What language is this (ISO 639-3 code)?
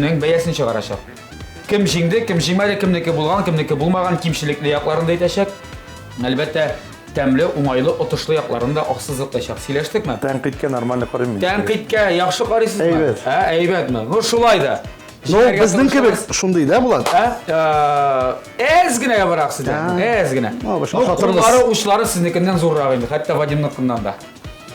tat